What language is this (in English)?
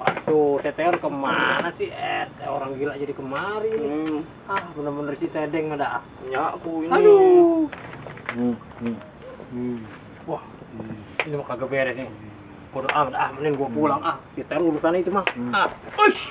Betawi